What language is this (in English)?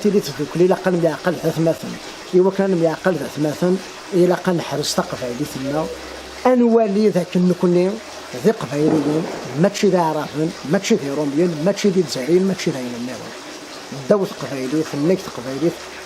Kabyle